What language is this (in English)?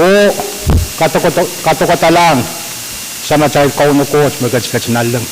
Pohnpeian